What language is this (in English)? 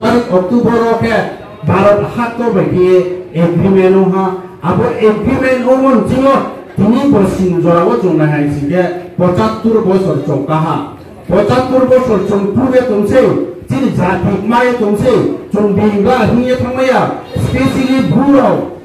Riang (India)